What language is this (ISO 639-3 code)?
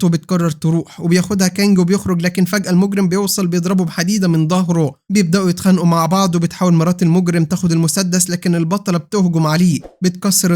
arz